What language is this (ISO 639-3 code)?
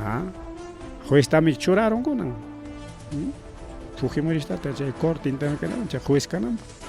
quy